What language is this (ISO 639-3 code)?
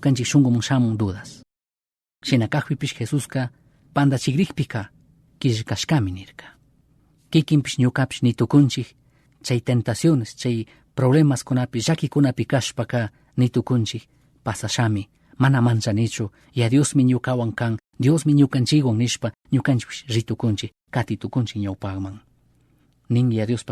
qug